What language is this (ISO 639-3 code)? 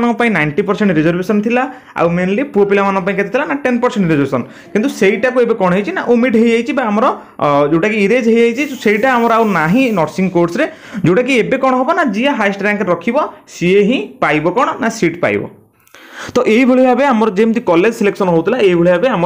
ori